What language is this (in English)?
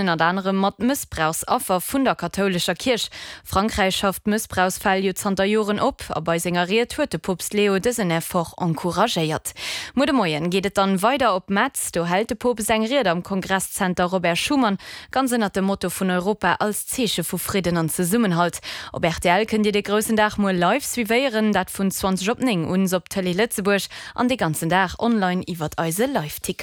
Luxembourgish